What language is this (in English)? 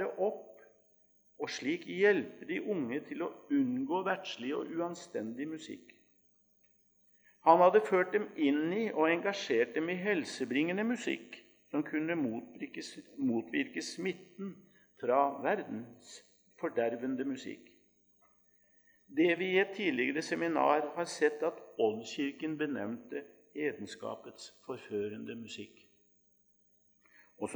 Norwegian